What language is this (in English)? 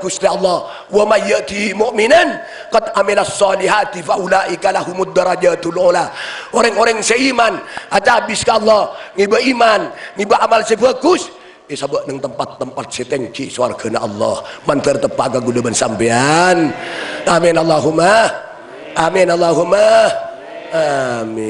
Madurese